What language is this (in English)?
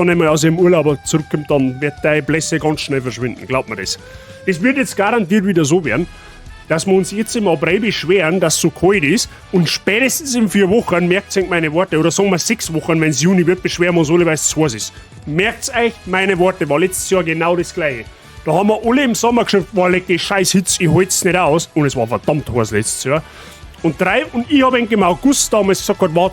Bavarian